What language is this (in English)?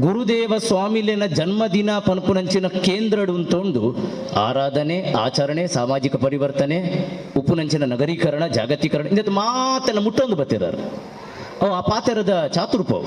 Tulu